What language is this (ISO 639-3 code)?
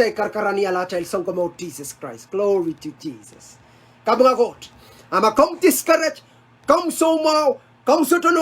pon